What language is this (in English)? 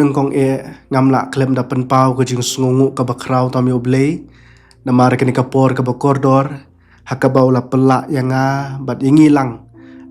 Khasi